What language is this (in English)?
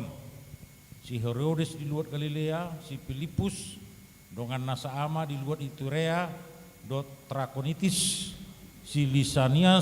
Batak Toba